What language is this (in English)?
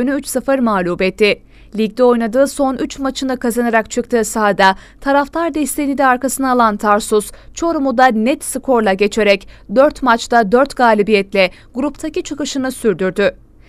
Turkish